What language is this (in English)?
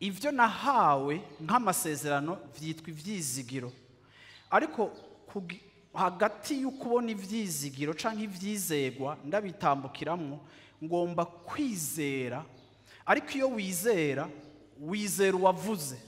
Rundi